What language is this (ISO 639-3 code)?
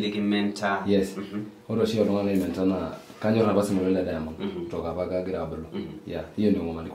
mas